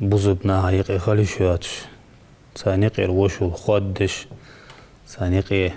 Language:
Ingush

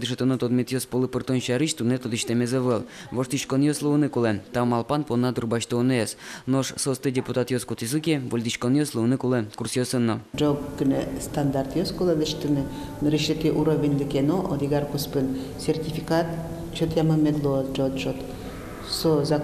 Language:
Udmurt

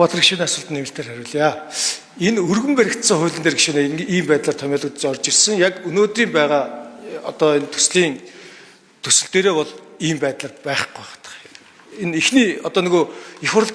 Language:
Mongolian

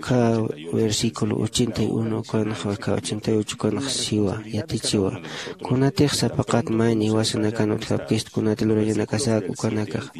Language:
Aymara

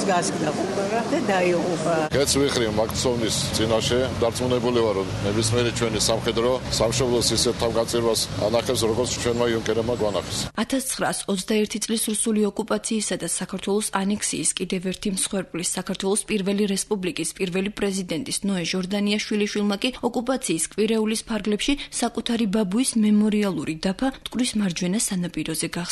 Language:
Georgian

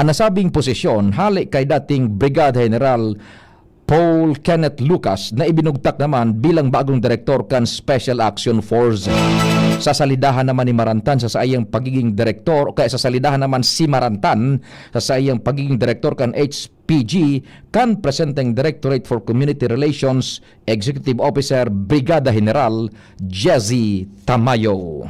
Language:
Bikol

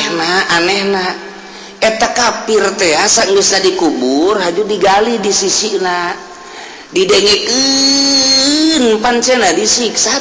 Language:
Sundanese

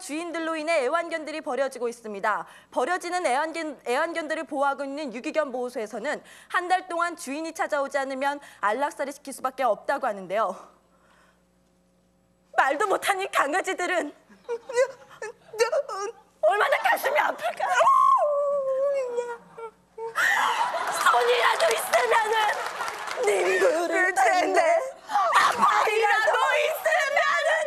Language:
Korean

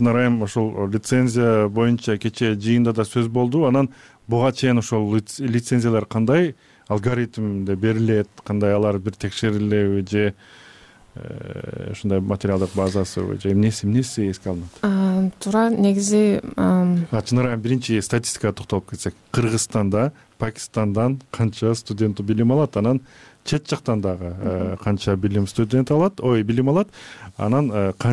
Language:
Kyrgyz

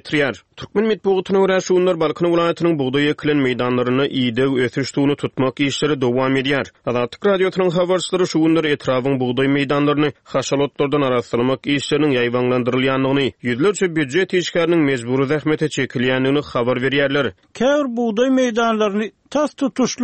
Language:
Turkmen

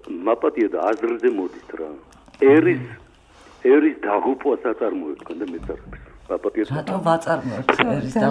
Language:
Georgian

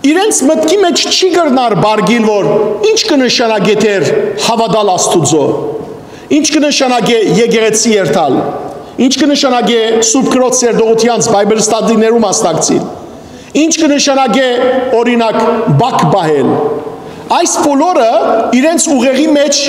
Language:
Western Armenian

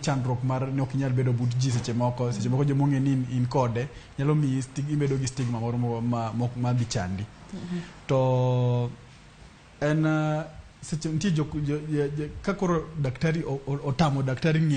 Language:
Luo (Kenya and Tanzania)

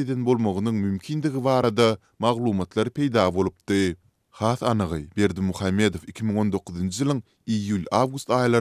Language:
Turkmen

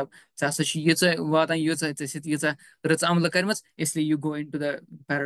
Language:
Kashmiri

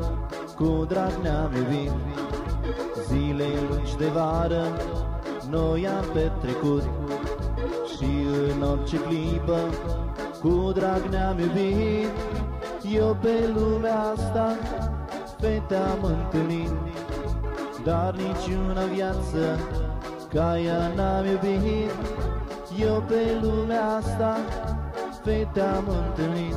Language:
Romanian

